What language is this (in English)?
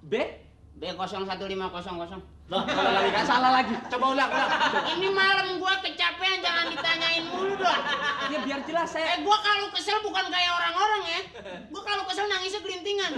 Betawi